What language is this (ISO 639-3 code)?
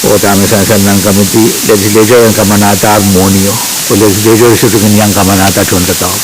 pon